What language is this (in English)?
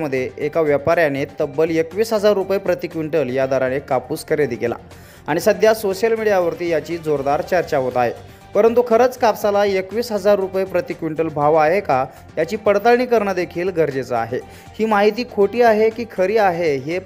Marathi